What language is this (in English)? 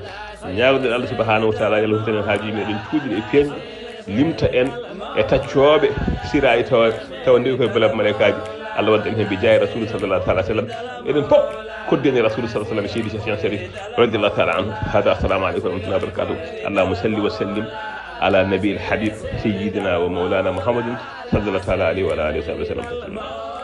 Fula